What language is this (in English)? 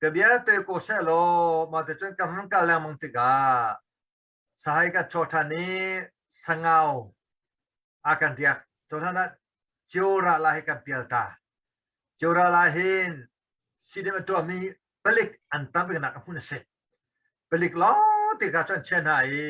Hakha Chin